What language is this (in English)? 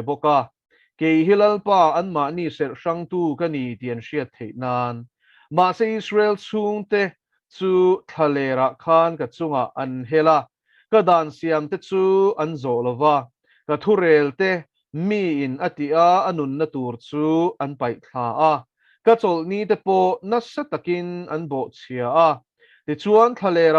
Mizo